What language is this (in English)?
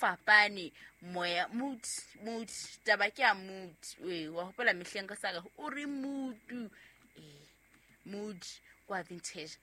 Southern Sotho